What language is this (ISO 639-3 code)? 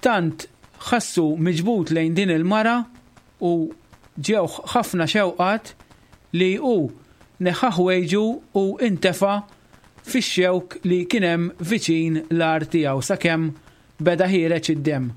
mlt